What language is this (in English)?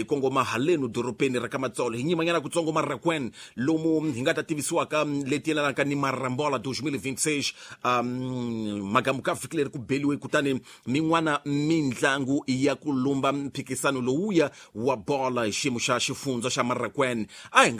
Tsonga